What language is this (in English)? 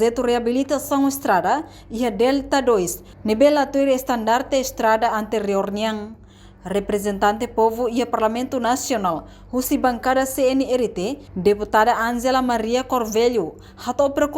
Tetum